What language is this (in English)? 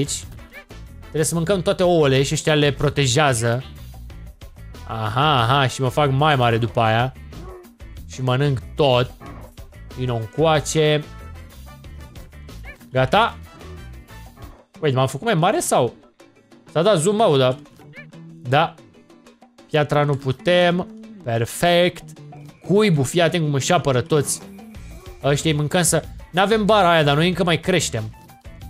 Romanian